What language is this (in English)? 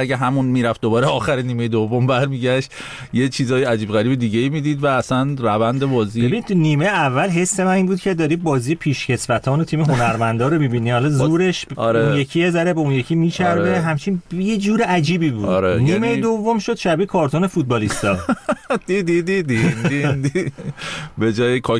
Persian